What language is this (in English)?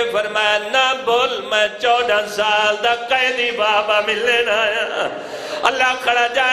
Saraiki